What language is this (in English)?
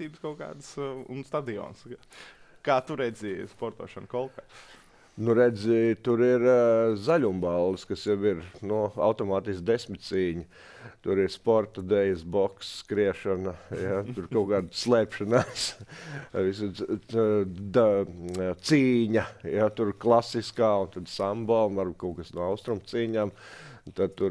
Latvian